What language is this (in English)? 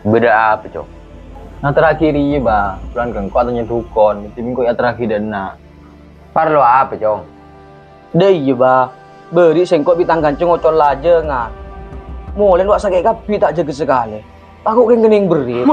Madurese